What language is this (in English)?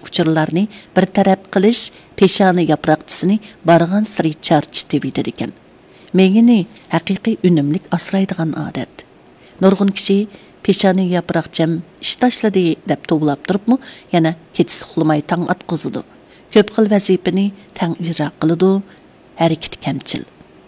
Uyghur